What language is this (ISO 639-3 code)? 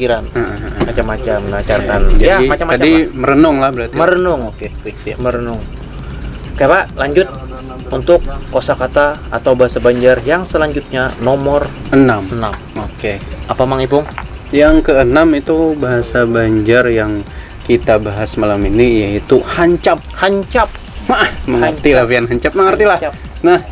bjn